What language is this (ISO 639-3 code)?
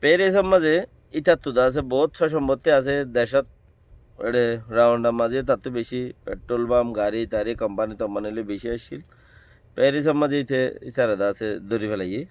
rhg